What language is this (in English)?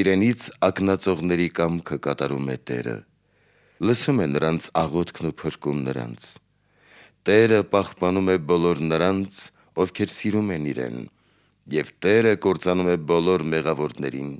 Armenian